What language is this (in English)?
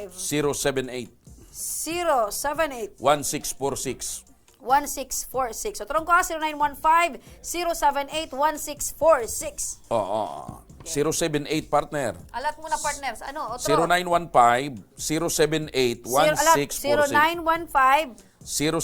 Bikol